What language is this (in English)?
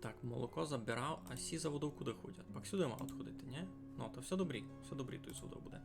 Rusyn